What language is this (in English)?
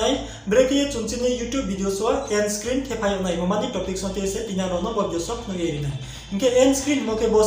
Riang (India)